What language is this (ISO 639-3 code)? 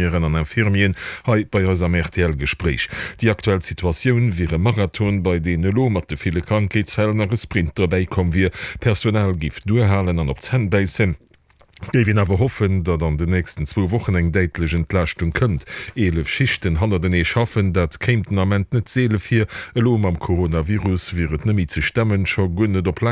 ltz